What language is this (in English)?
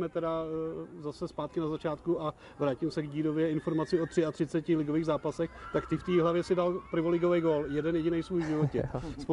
Czech